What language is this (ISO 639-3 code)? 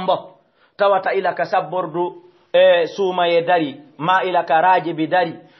ful